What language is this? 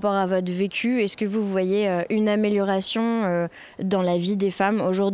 French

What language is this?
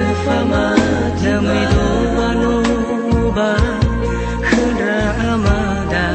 Nias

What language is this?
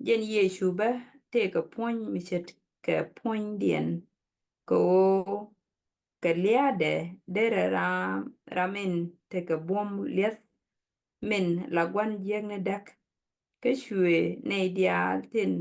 Nuer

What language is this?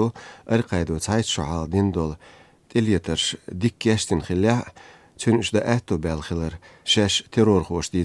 Chechen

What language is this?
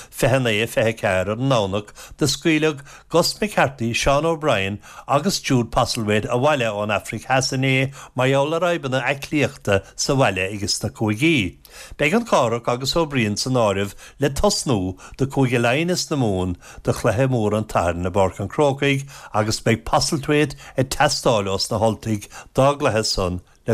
Irish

